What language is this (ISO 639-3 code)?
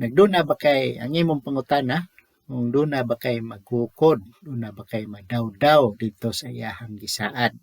ceb